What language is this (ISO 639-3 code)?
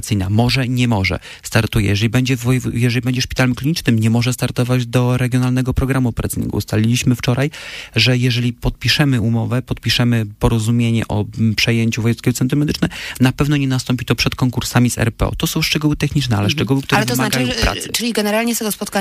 pol